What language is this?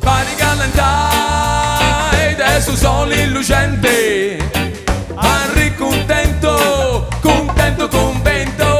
Sardinian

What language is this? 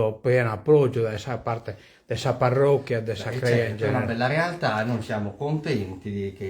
Sardinian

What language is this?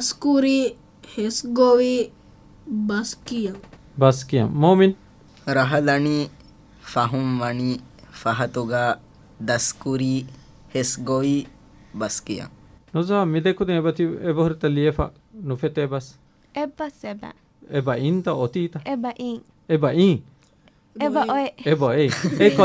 Divehi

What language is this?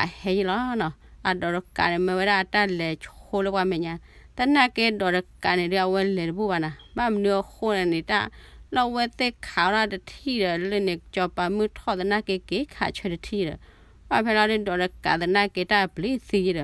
S'gaw Karen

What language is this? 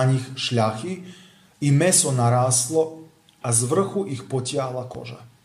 Slovak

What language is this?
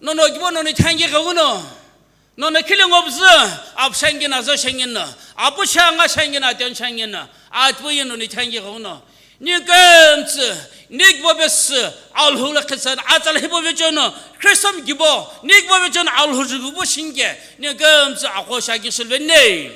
Sumi Naga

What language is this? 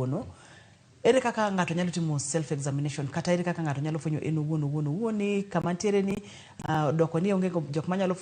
Luo (Kenya and Tanzania)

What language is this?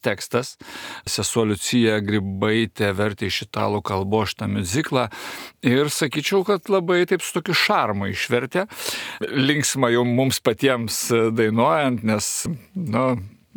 Lithuanian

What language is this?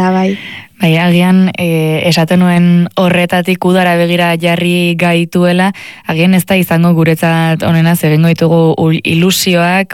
Basque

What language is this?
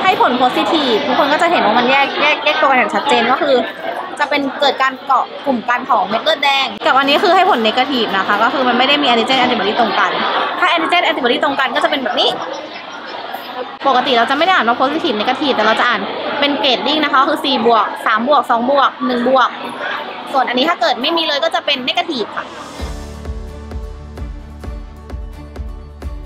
Thai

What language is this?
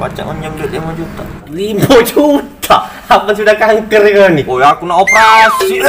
Musi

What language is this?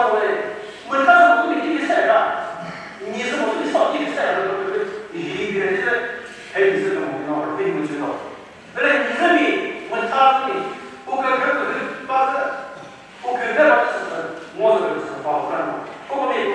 Chokri Naga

